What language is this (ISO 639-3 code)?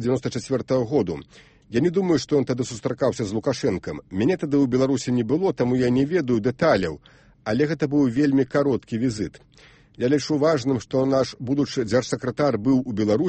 bel